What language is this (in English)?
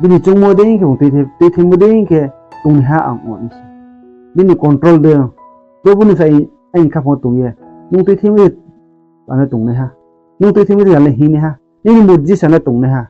Riang (India)